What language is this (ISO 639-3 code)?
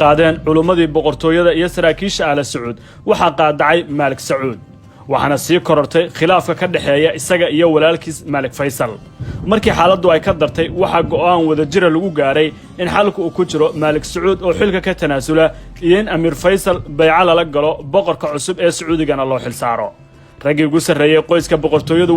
som